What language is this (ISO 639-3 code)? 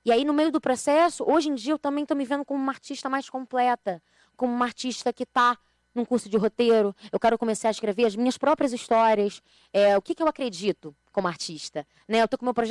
por